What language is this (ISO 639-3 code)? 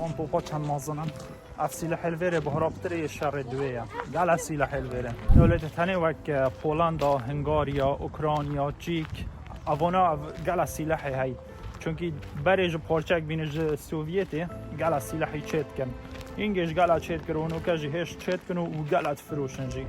kur